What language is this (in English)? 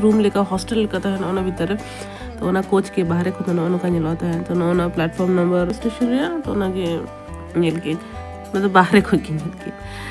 Santali